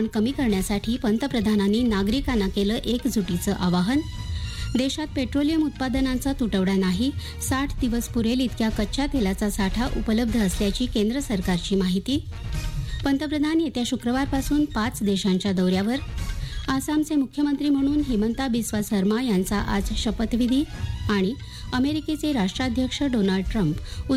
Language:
Marathi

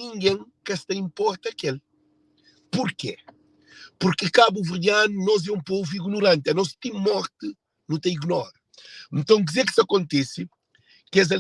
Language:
Kabuverdianu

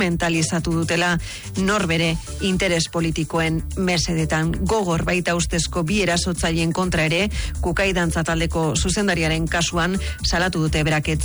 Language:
Basque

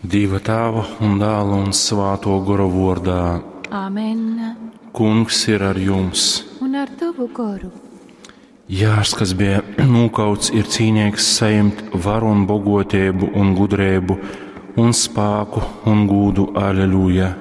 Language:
Latgalian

